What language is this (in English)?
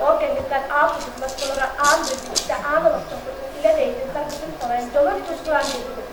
Yakut